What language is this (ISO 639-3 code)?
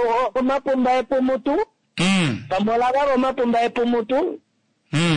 kua